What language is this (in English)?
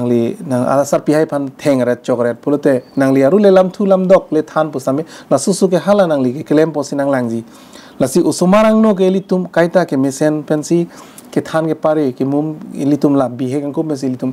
Karbi